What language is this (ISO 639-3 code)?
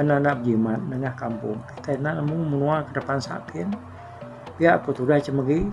iba